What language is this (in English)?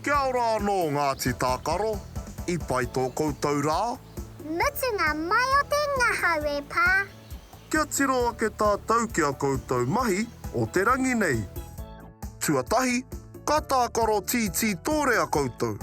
Māori